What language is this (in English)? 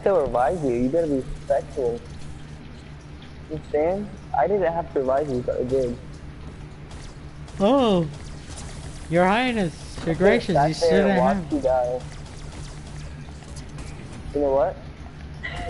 English